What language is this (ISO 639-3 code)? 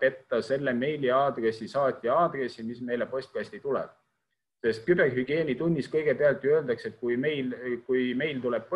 est